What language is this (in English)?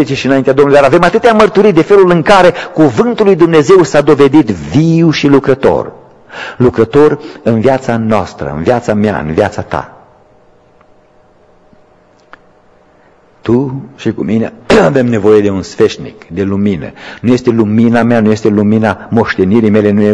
Romanian